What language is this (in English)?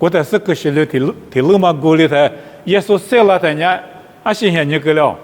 Lisu